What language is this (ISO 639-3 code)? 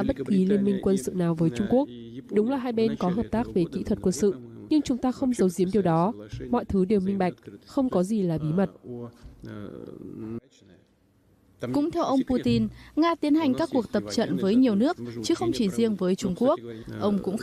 vie